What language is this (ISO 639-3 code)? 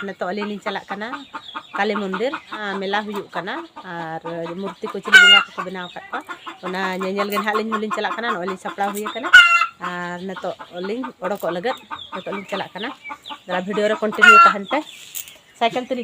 sat